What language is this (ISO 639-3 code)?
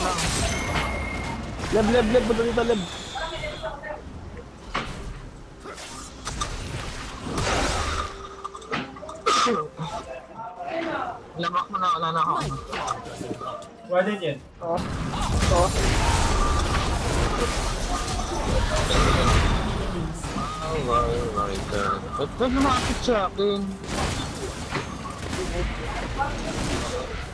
fil